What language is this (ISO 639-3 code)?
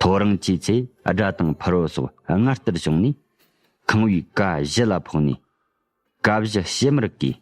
bod